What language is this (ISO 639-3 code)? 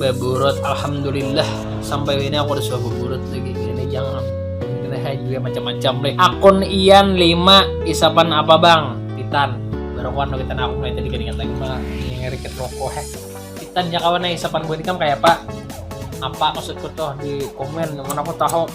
bjn